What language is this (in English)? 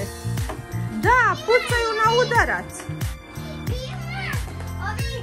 Croatian